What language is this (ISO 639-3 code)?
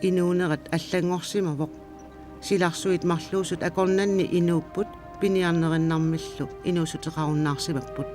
kal